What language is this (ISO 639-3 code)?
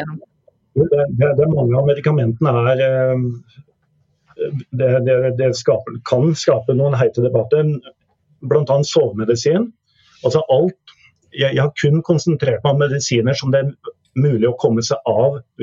nor